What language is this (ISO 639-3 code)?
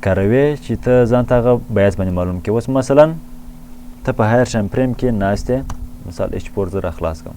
pus